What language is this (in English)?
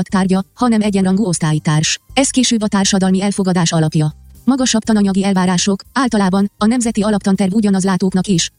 Hungarian